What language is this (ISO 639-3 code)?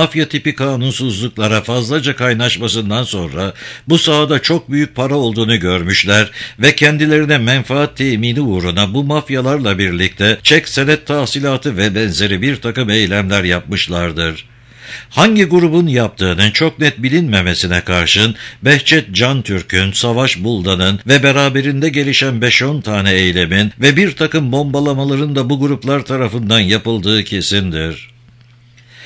tur